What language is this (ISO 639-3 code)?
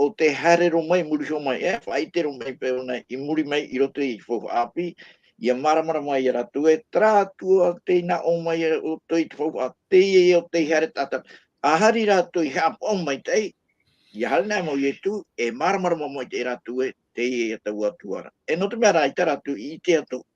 tah